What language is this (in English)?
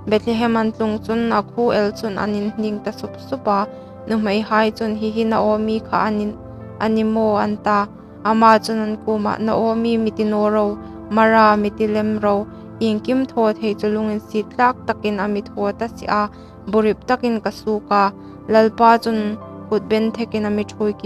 Hmar